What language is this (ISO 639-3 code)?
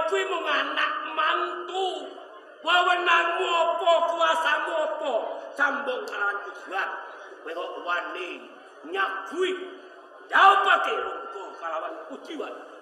jav